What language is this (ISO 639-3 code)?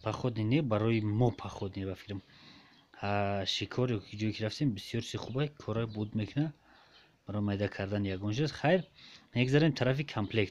tgk